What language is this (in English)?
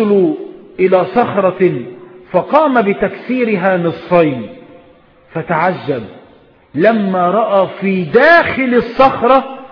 Arabic